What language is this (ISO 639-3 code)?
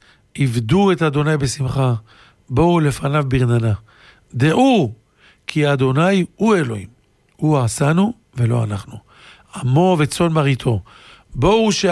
heb